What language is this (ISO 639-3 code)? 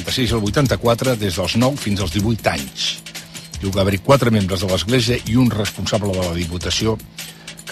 cat